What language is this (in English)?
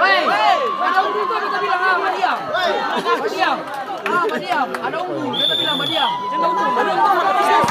Ambonese Malay